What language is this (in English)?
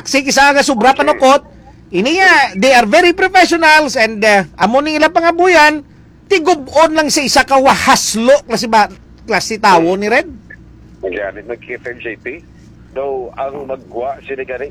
Hiligaynon